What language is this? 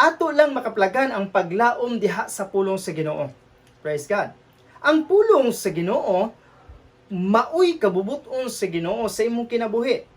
Cebuano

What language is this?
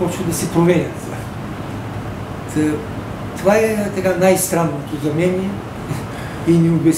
Bulgarian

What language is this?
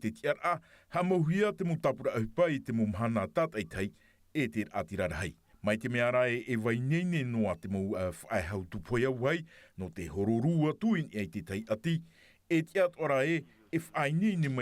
Tahitian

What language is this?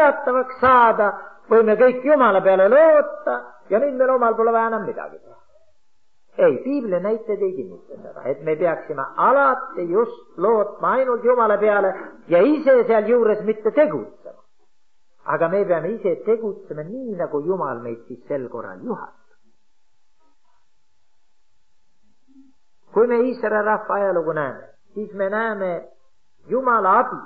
Estonian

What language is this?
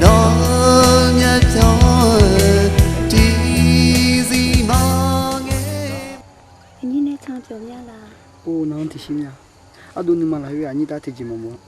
Akha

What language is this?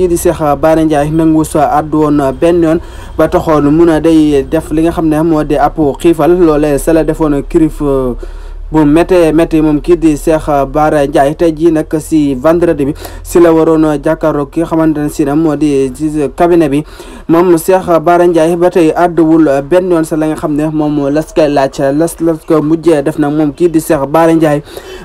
Wolof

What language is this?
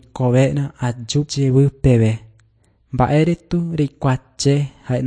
Guarani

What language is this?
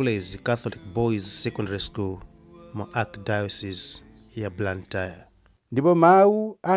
Nyanja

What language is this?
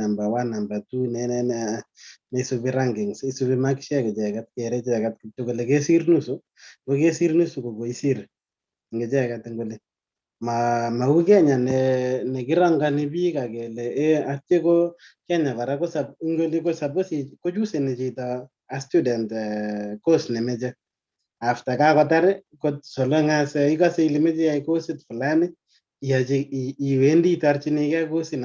Kalenjin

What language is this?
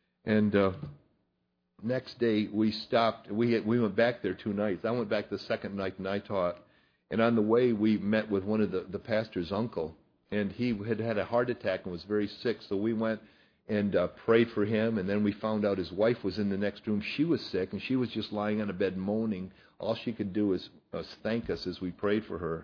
English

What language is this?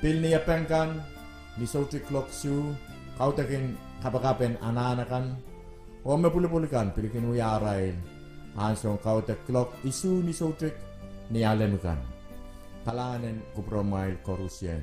Pohnpeian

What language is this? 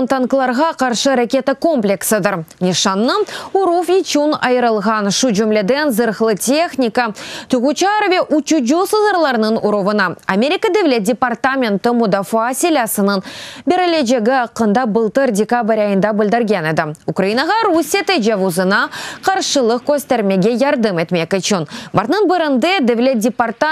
Crimean Tatar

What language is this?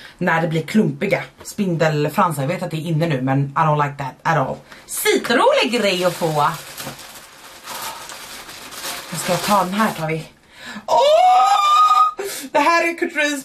Swedish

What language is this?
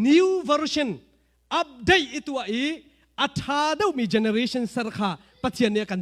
Hakha Chin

